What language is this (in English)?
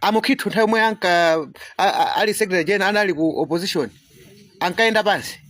Nyanja